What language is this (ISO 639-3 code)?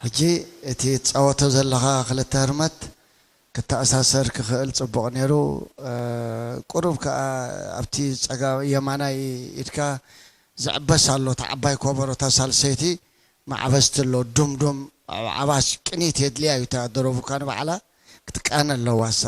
tir